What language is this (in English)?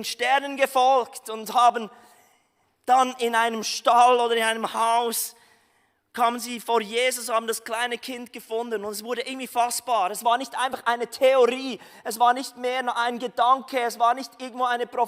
Swiss German